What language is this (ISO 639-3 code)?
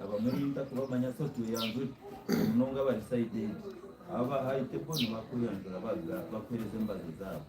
nyn